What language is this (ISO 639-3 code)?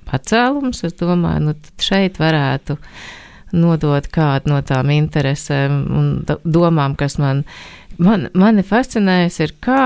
lav